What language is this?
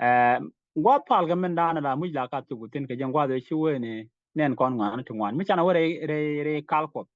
Nuer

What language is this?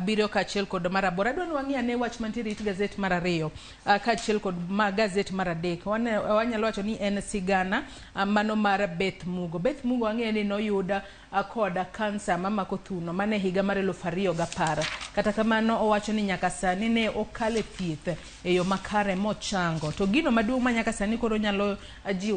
Luo (Kenya and Tanzania)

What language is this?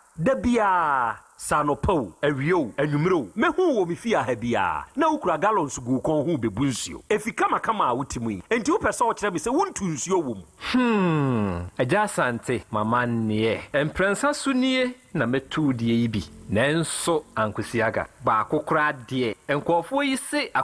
Akan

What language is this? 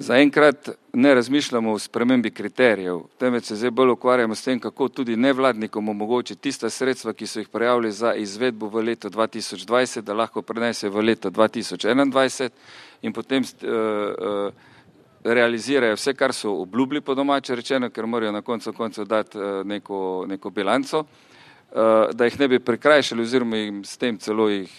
Slovenian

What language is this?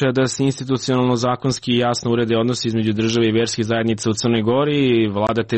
Serbian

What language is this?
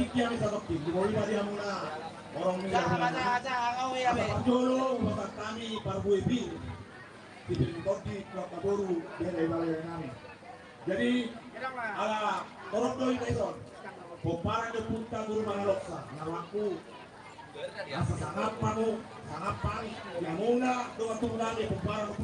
Batak Toba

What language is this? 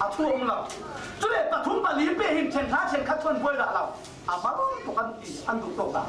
Falam Chin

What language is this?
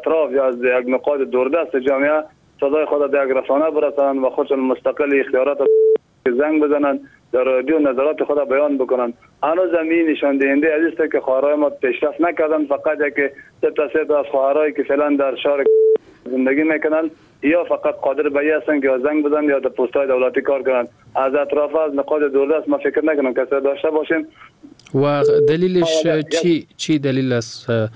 Persian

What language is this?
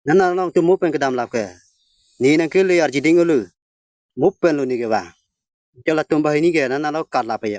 Karbi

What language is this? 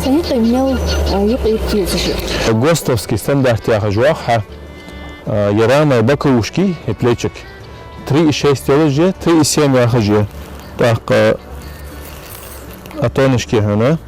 Ingush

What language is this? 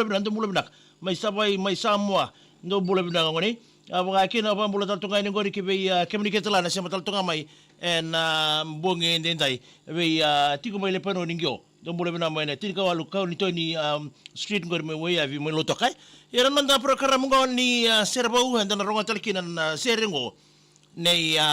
Fijian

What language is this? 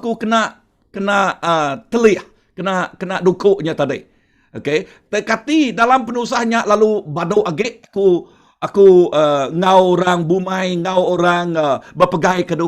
Iban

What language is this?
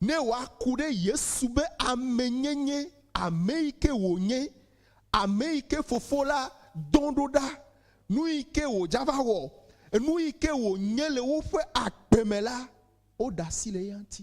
Ewe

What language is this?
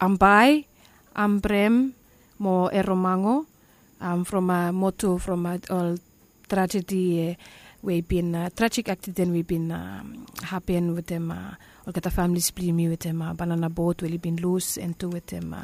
Bislama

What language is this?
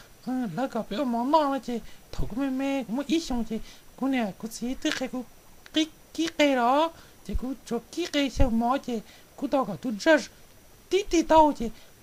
Hmong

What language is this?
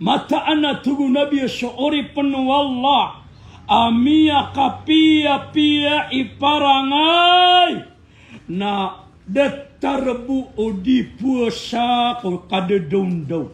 Maranao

